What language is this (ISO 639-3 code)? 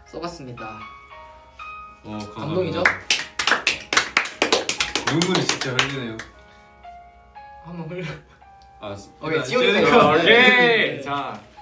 kor